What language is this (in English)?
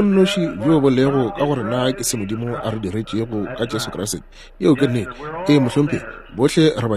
Northern Sotho